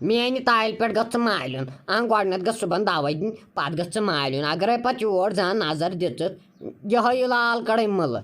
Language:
Kashmiri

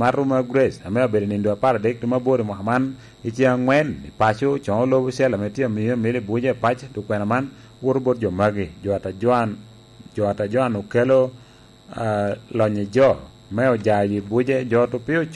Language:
Lango (Uganda)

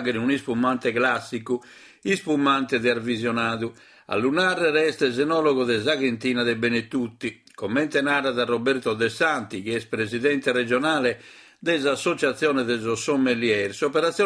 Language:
Sardinian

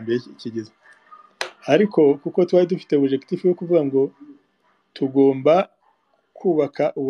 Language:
Kinyarwanda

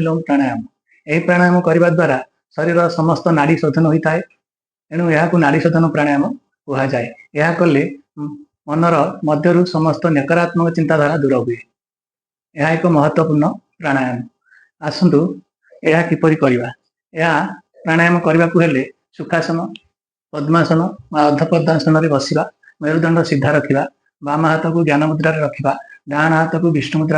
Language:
Odia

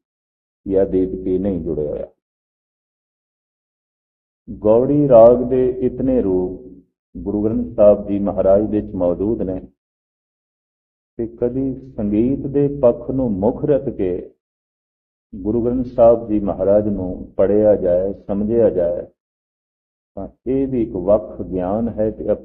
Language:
Punjabi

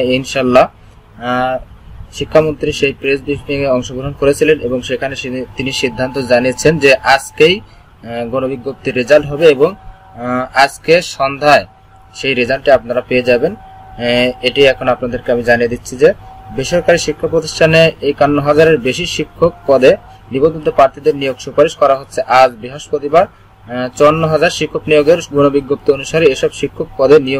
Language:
Bangla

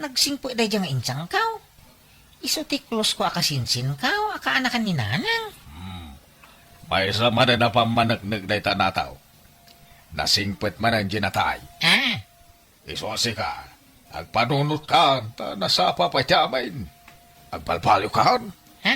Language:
Iloko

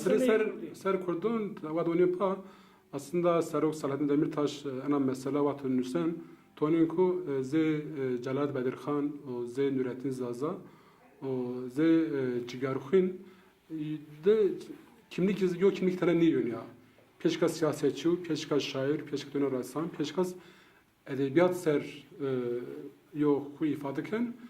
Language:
Zaza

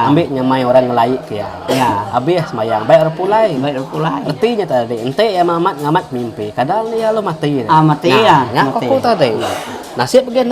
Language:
Iban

